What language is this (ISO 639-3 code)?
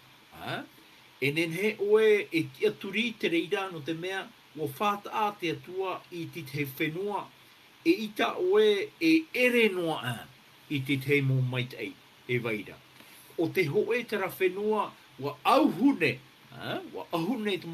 tah